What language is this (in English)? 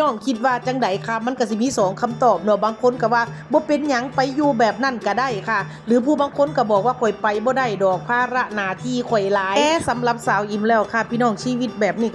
Northeastern Thai